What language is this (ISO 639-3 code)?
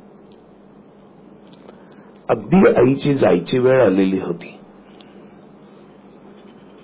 mar